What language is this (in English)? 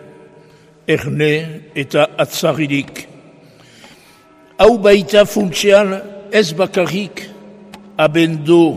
Basque